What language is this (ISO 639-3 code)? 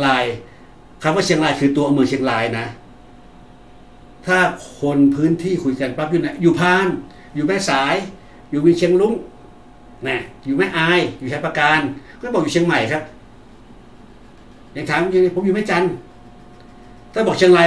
tha